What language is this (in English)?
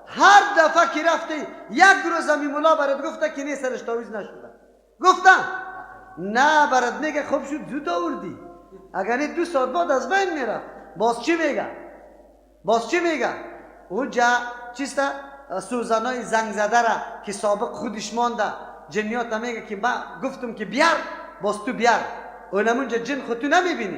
Persian